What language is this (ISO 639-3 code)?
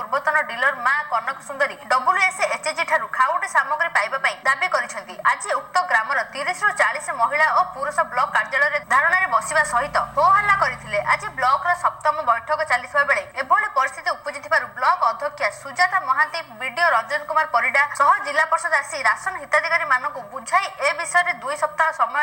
ori